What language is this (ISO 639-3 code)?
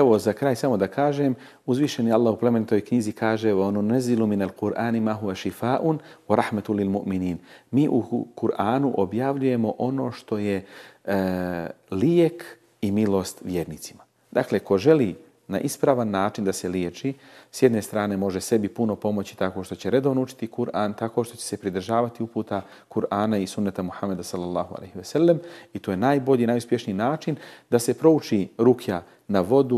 bos